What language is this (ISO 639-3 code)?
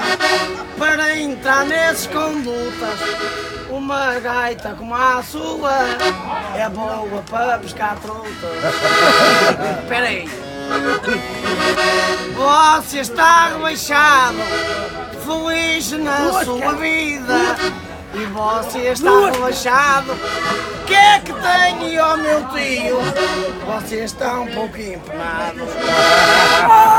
por